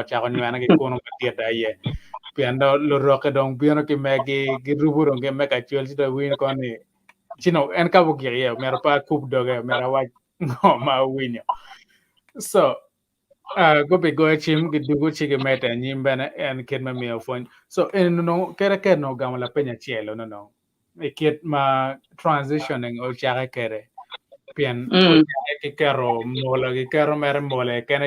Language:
Acoli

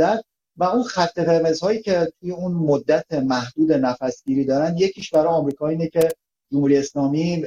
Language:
Persian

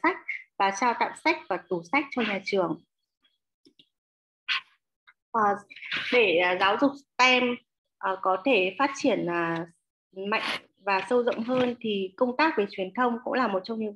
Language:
Vietnamese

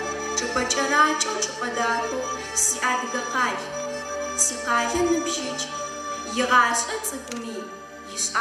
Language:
Adyghe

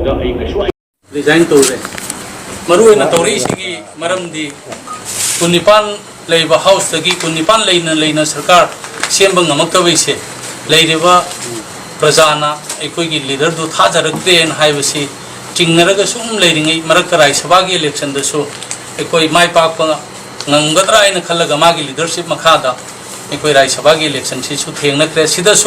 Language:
Manipuri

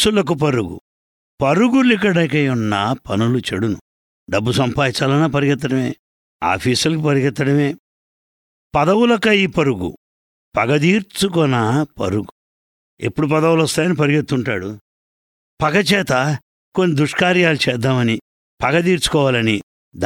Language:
Telugu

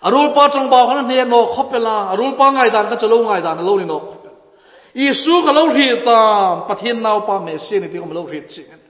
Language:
Hmar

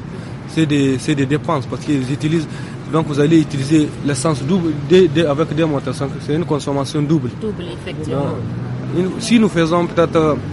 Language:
French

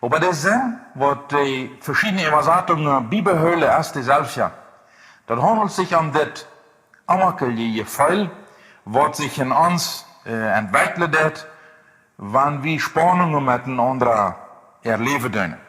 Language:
Plautdietsch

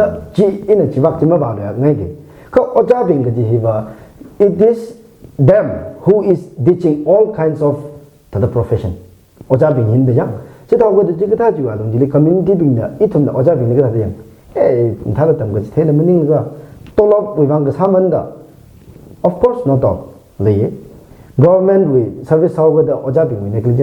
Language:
Tangkhul Naga (India)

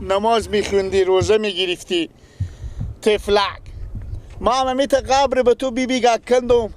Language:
Persian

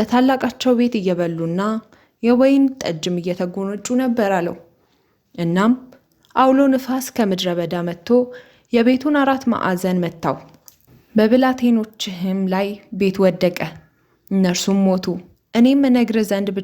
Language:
Amharic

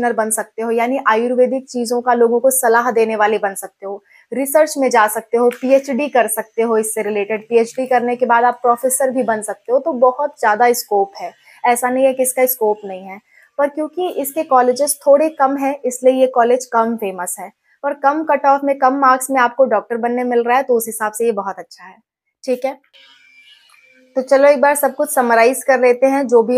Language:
Hindi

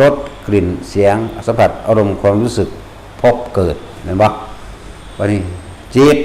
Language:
Northeastern Thai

